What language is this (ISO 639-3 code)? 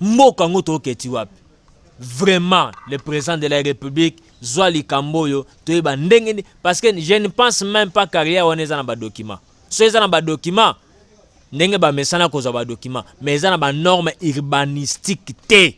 lin